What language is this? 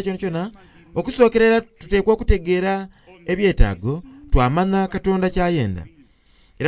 Soga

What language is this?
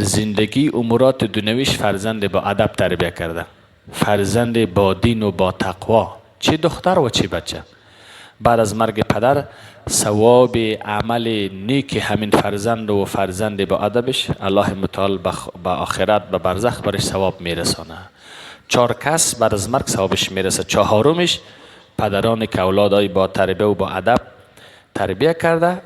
Persian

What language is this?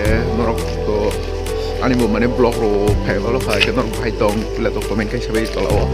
Kok Borok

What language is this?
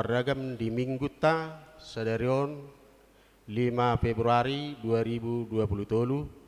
Batak Toba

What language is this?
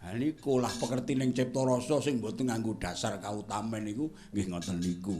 Javanese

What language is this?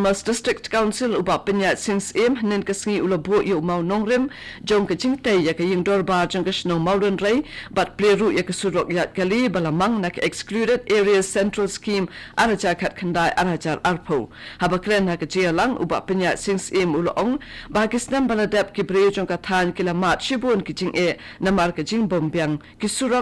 Khasi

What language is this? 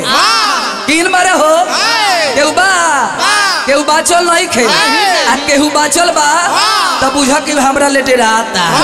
Bhojpuri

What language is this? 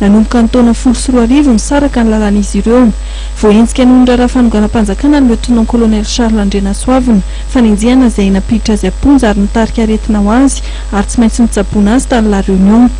Malagasy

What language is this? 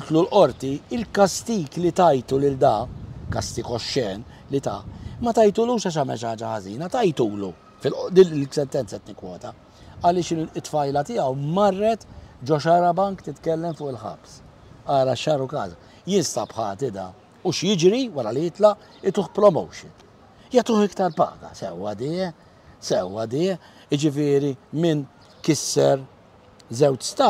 Maltese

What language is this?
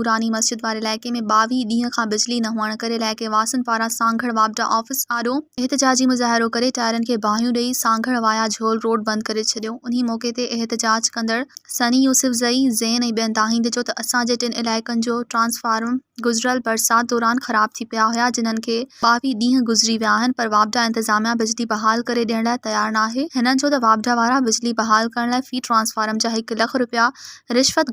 Sindhi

